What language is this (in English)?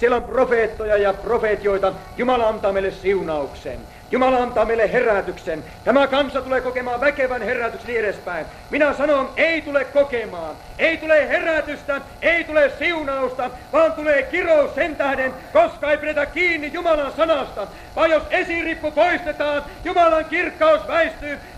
Finnish